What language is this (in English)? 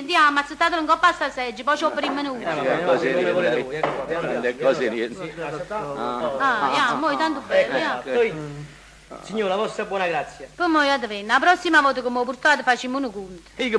Neapolitan